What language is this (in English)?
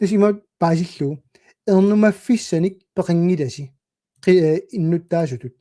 Kalaallisut